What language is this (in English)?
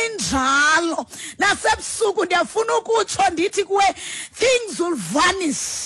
Xhosa